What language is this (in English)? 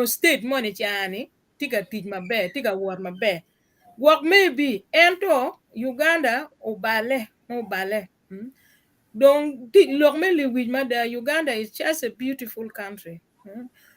Acoli